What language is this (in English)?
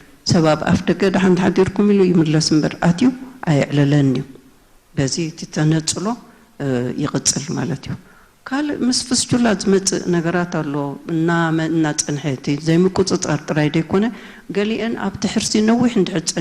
Tigrinya